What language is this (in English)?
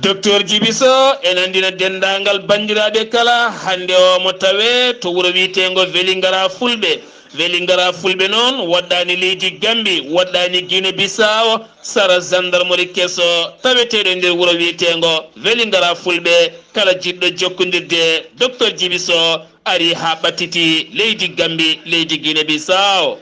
Fula